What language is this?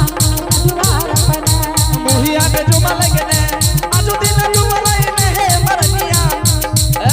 Angika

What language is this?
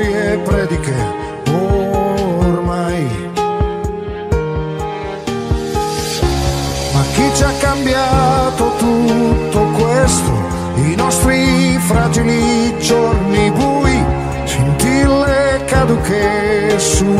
Italian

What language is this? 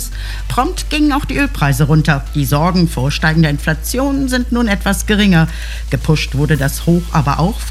German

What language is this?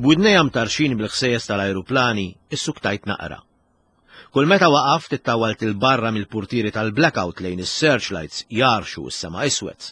Maltese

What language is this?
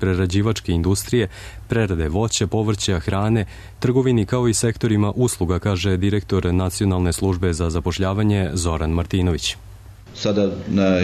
Serbian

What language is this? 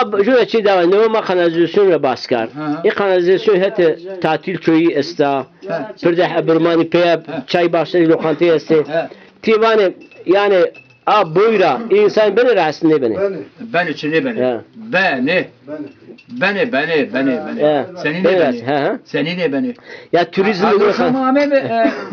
Zaza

